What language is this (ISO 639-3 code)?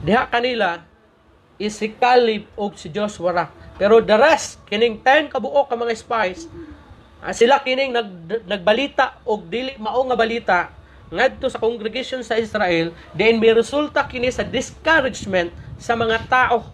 ceb